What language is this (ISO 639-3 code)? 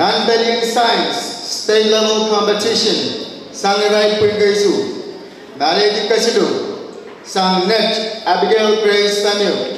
pon